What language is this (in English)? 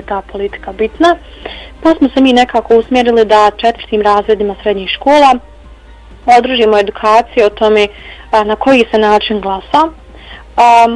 Bosnian